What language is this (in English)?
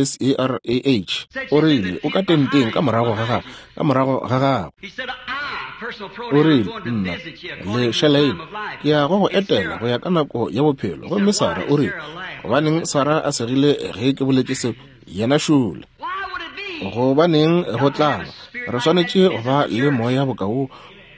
Northern Sotho